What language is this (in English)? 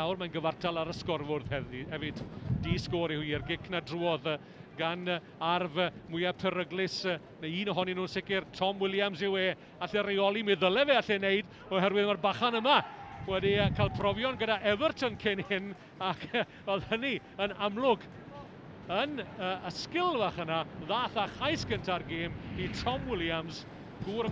Welsh